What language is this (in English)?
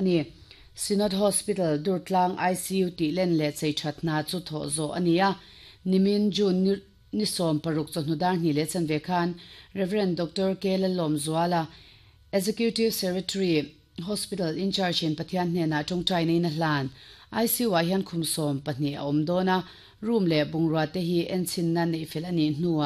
Mizo